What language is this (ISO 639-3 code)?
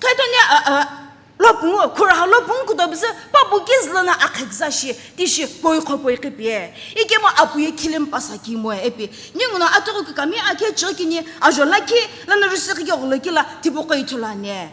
nsm